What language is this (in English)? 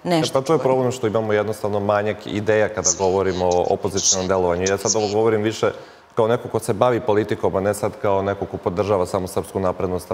Serbian